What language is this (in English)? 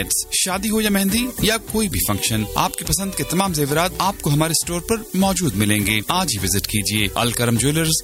Urdu